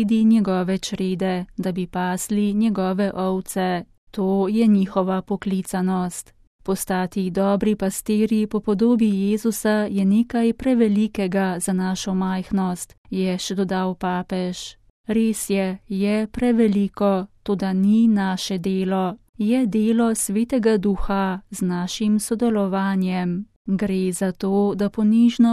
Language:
Slovenian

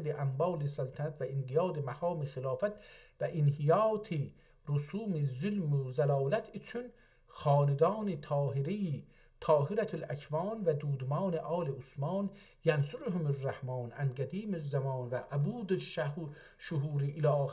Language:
South Azerbaijani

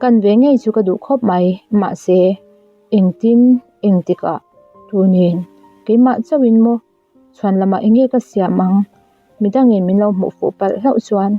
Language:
Mizo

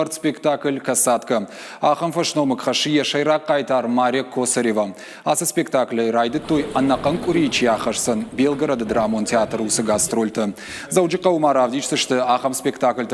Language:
Ossetic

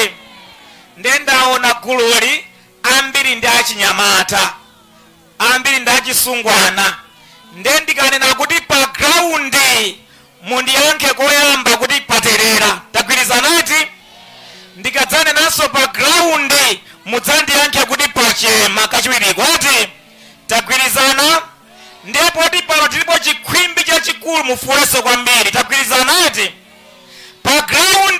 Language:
Nyanja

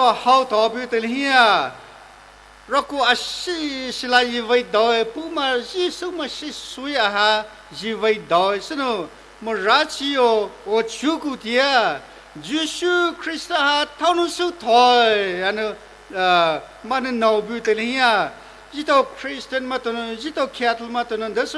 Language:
Poumei Naga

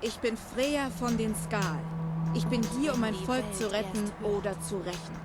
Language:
Bavarian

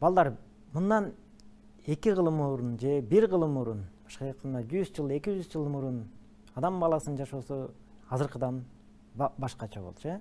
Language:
Kyrgyz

